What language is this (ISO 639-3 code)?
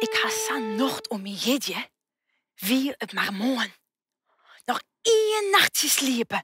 fry